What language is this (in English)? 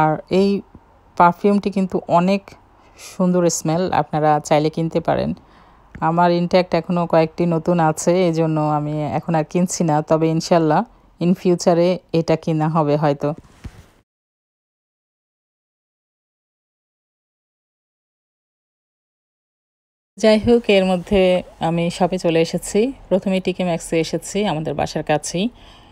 Bangla